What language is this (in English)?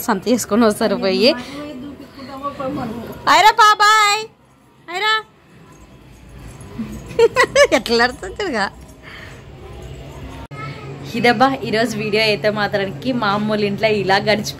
Telugu